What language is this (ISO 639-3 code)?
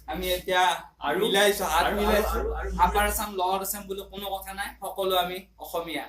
asm